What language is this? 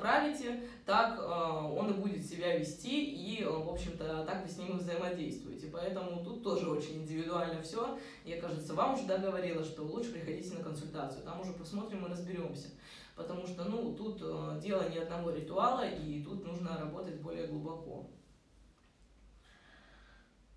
Russian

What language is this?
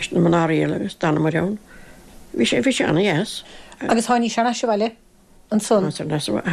Irish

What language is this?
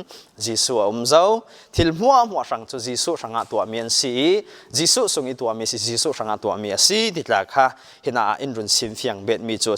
Falam Chin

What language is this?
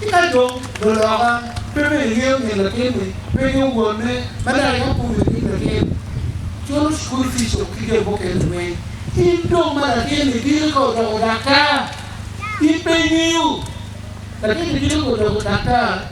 Acoli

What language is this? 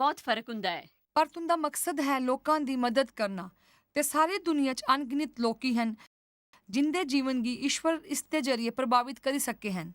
Dogri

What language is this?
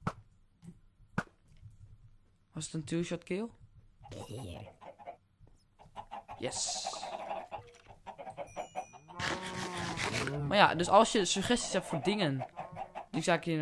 Dutch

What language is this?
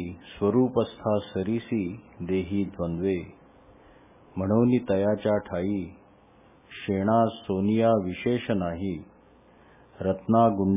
Marathi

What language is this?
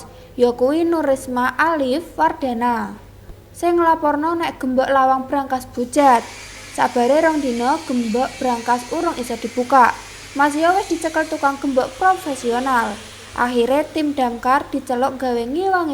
Javanese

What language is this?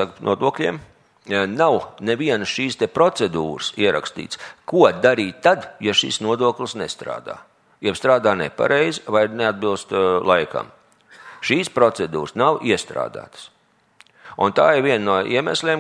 Latvian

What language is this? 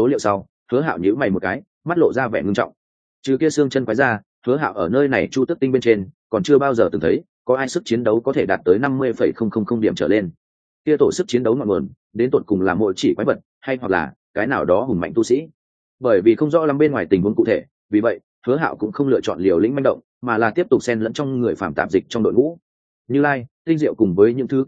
Vietnamese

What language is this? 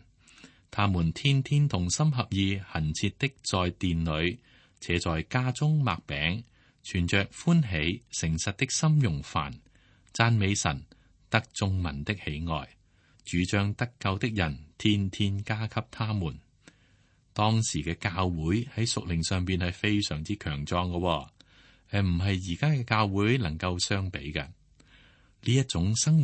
Cantonese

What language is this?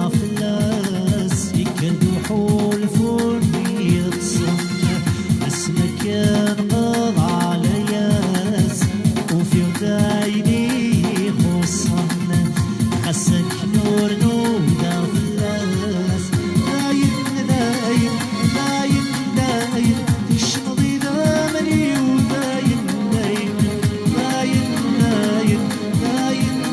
Kabyle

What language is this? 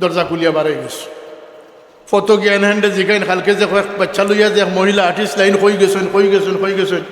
Sylheti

